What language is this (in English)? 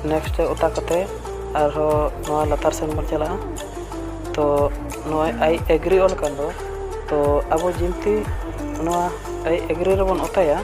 Santali